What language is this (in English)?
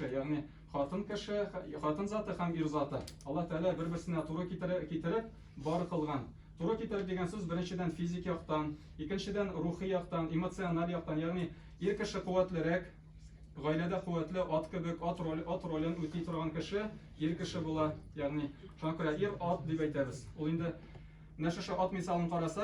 Tatar